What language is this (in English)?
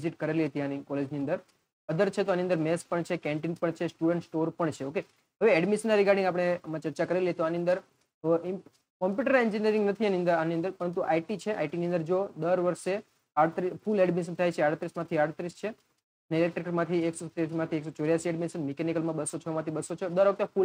Gujarati